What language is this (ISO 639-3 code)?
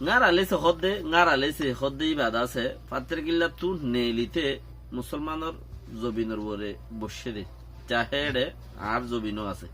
rhg